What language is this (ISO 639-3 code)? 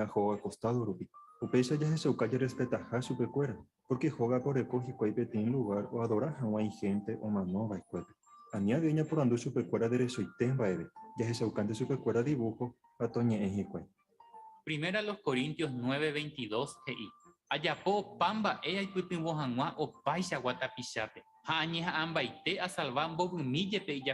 grn